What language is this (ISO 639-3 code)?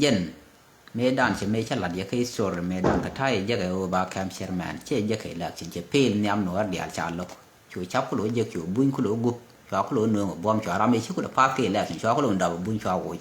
nus